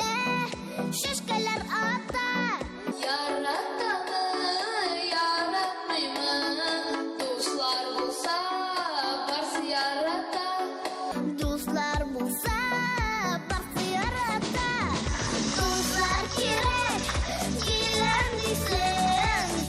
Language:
Tatar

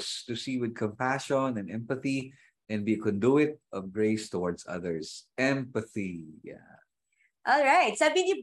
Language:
Filipino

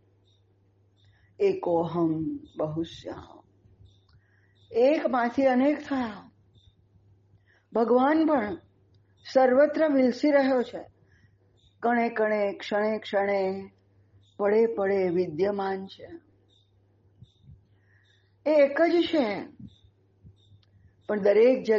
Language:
Gujarati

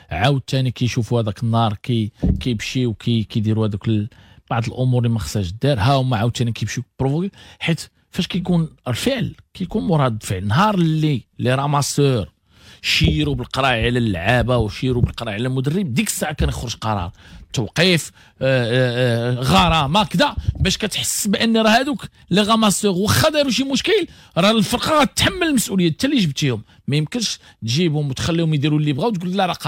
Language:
Moroccan Arabic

